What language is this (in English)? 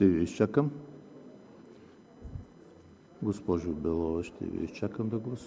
Bulgarian